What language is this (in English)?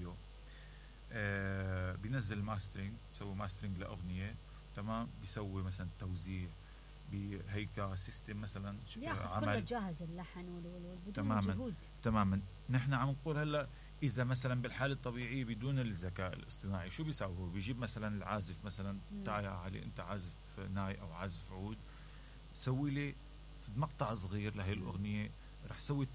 Mesopotamian Arabic